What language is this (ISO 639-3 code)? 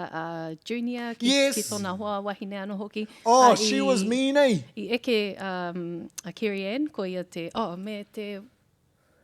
mri